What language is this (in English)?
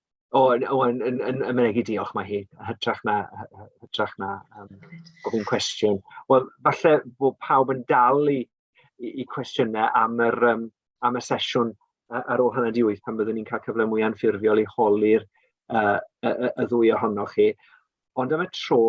Welsh